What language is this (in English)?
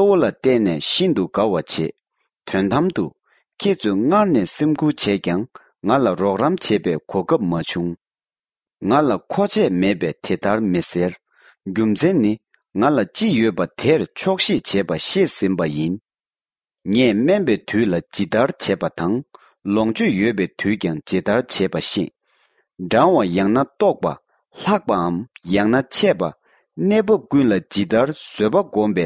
Tibetan